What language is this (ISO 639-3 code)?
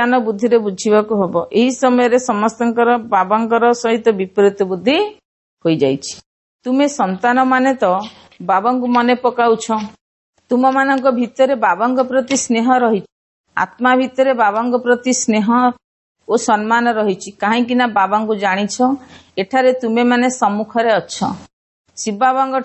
ori